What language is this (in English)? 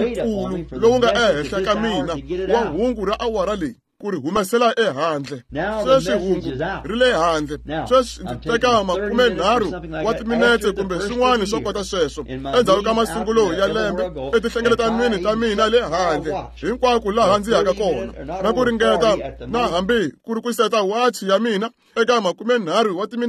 Tsonga